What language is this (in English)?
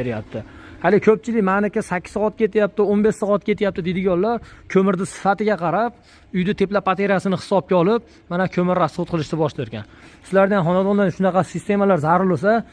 Uzbek